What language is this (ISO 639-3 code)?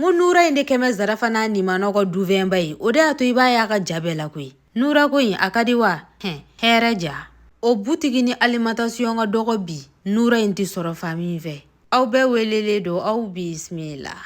bam